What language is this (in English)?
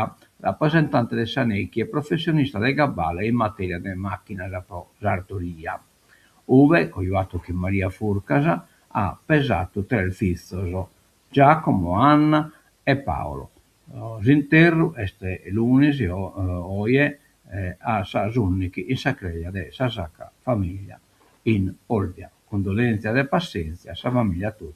Sardinian